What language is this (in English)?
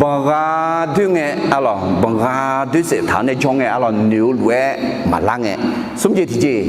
Akha